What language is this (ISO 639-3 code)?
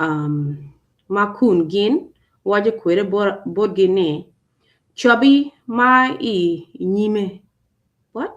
ach